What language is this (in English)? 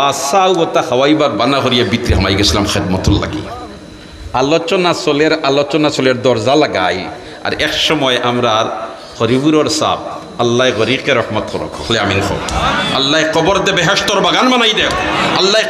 Sylheti